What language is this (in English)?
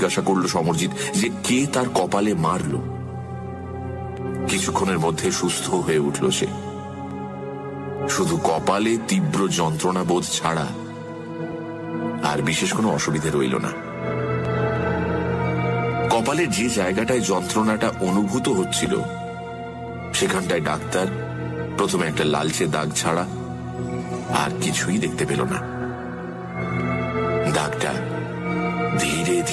Bangla